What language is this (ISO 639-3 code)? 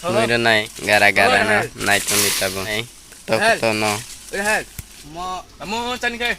trp